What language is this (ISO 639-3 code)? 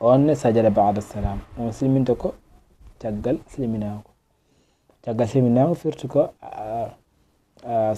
ful